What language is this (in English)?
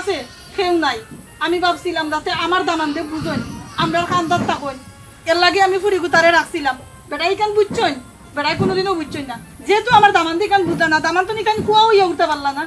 Sylheti